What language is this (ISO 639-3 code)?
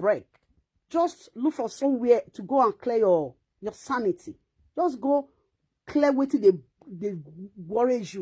pcm